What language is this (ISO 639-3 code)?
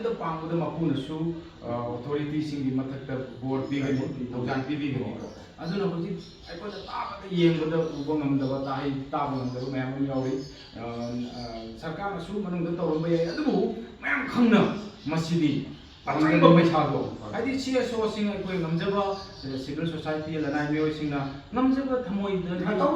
mni